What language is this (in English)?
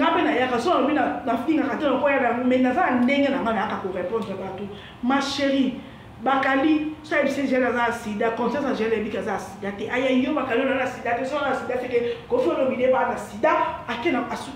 Lingala